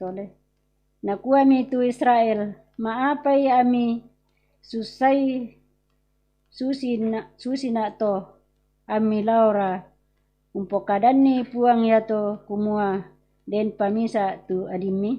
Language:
Toraja-Sa'dan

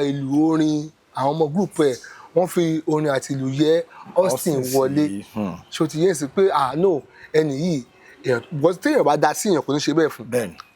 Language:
Yoruba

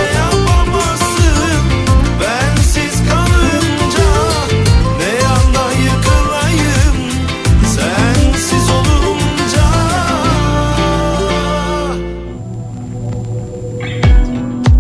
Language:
Turkish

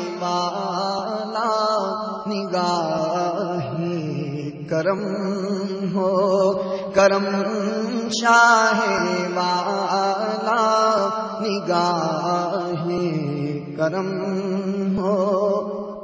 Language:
Urdu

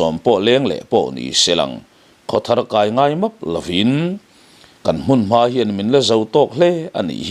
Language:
Mizo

